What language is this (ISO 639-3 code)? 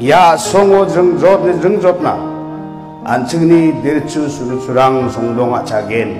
grt